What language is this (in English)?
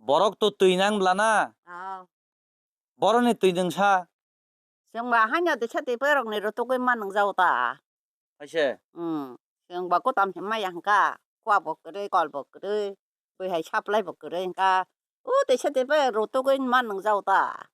Kok Borok